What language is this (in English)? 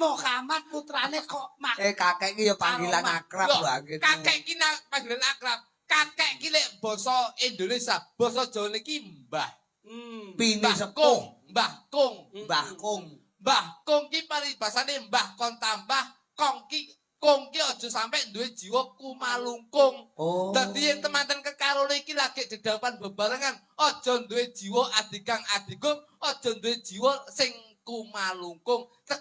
Javanese